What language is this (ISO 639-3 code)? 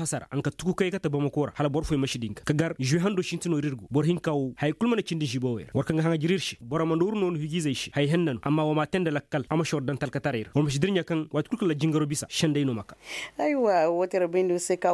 ses